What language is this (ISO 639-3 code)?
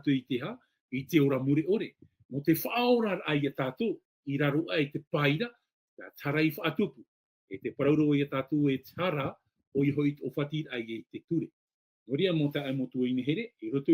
tah